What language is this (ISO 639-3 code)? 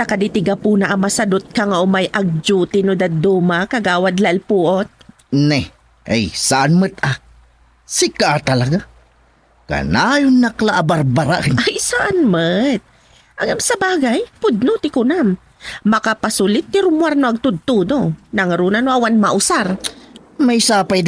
ilo